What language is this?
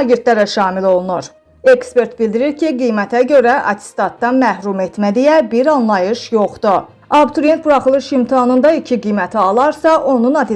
Azerbaijani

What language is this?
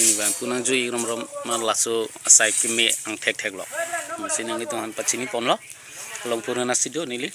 Karbi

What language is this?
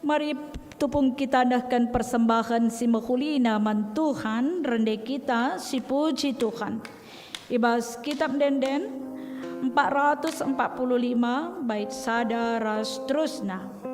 Batak Karo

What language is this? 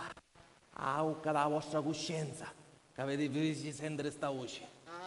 Sicilian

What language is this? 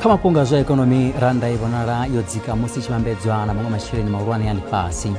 Venda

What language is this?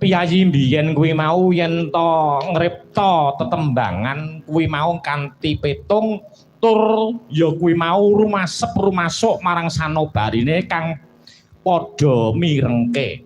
Javanese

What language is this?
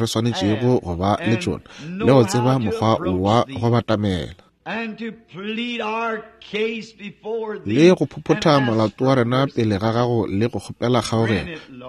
Northern Sotho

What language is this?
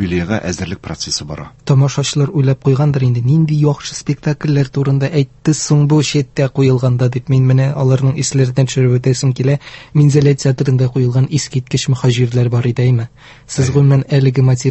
Tatar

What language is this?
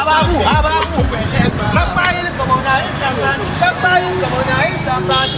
Dagbani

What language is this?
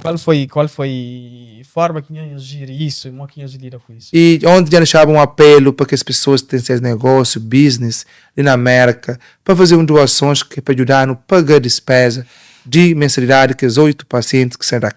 Kabuverdianu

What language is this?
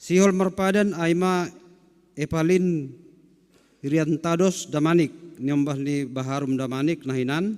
Batak Simalungun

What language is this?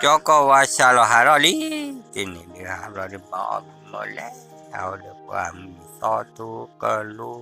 S'gaw Karen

